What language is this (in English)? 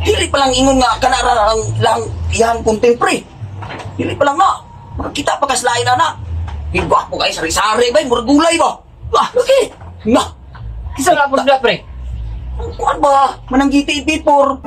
Cebuano